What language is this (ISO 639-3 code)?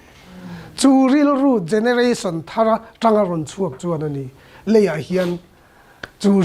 lus